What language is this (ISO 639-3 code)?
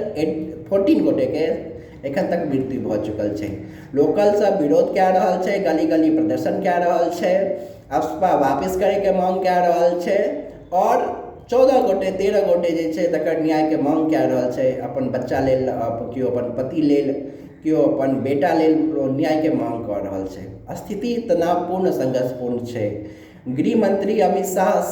mai